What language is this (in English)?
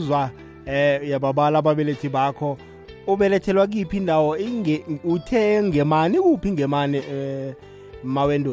South Ndebele